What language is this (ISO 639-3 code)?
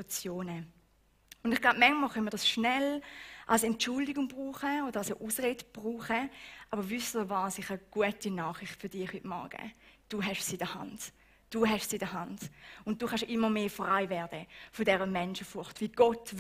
gsw